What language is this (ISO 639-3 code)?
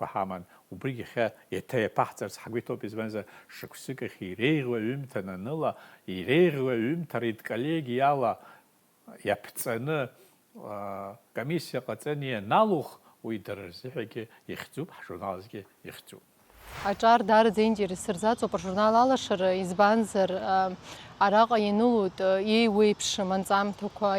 abk